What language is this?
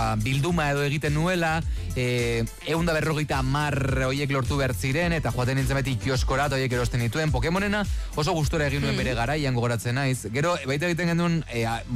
Basque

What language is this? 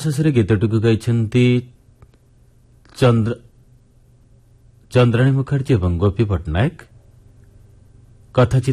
Odia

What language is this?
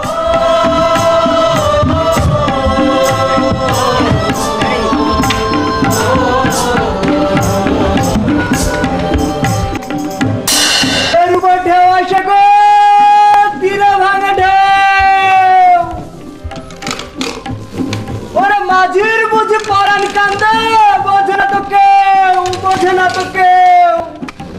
Bangla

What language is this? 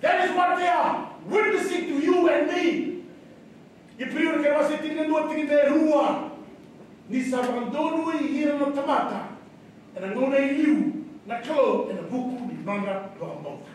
Fijian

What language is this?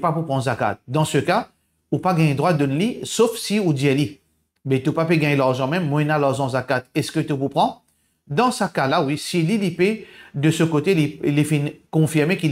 Morisyen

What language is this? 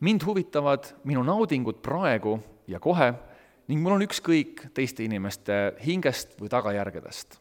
Estonian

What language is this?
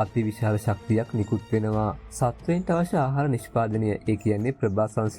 Sinhala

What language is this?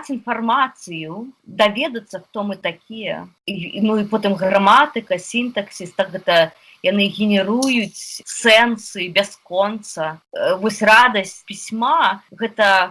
Belarusian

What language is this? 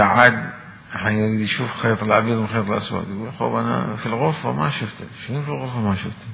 Mesopotamian Arabic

